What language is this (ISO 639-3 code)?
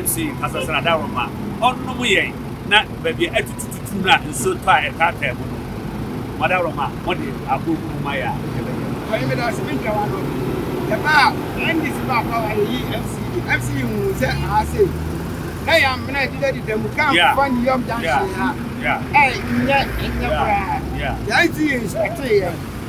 aka